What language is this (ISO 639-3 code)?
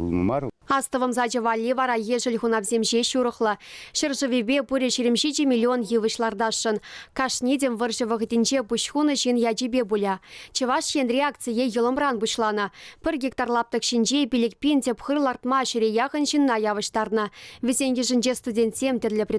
chv